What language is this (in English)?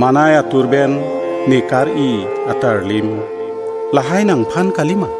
Karbi